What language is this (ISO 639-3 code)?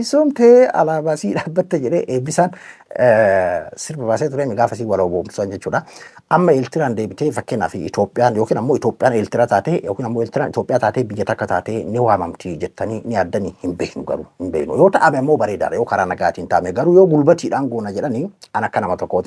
orm